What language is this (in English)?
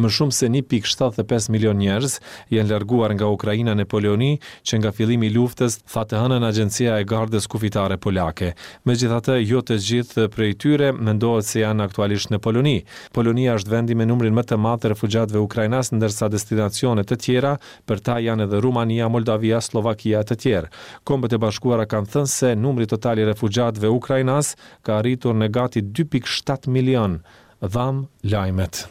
Albanian